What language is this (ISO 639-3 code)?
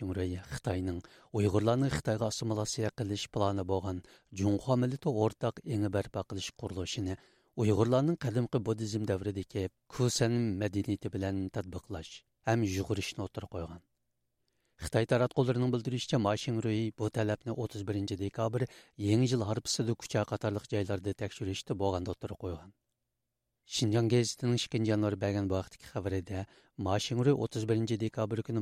uig